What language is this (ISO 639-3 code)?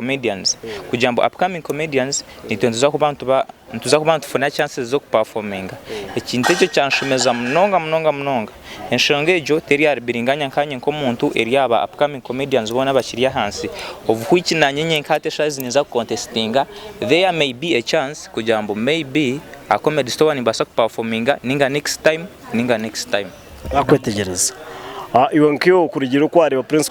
nyn